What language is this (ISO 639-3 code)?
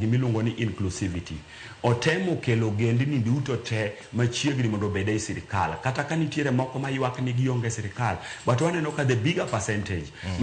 luo